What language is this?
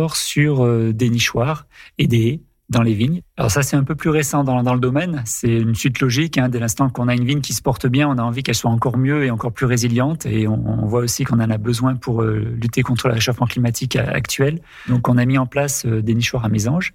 French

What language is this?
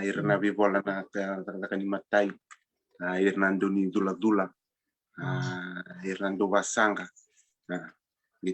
Fijian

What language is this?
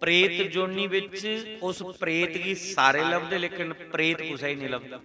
Dogri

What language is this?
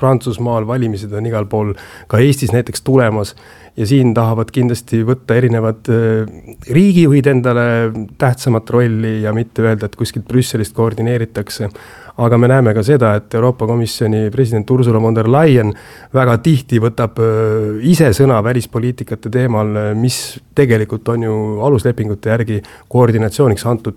Estonian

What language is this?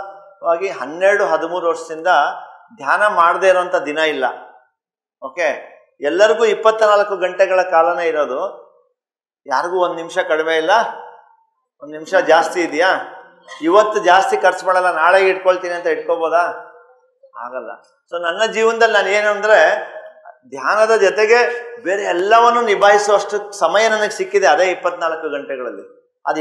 Kannada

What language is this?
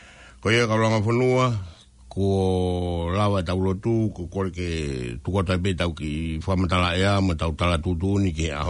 Tongan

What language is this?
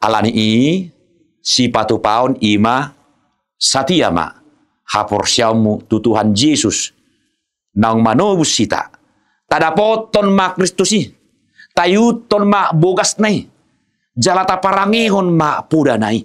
Batak Toba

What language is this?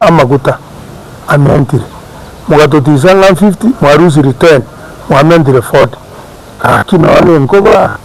Gusii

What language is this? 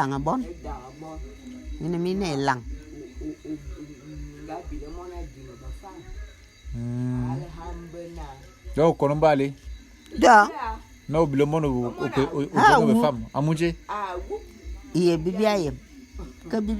Bulu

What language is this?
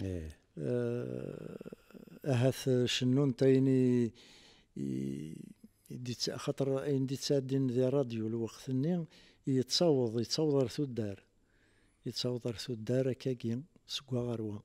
Kabyle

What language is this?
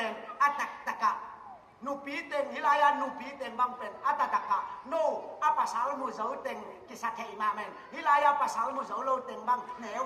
Tedim Chin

